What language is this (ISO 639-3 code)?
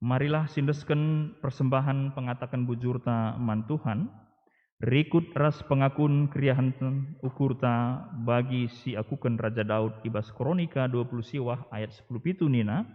btx